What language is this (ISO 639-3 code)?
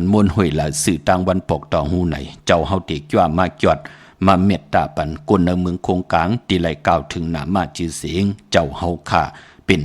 shn